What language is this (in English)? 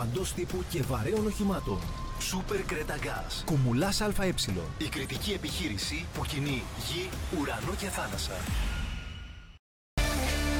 Greek